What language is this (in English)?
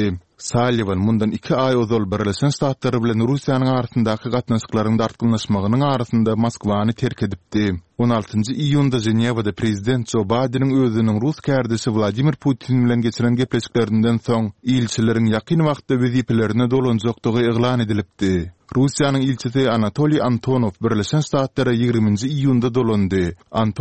Turkmen